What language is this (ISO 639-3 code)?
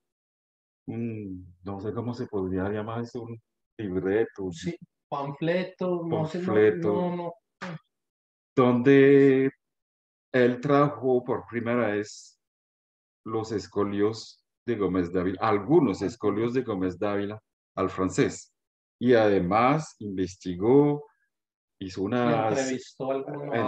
spa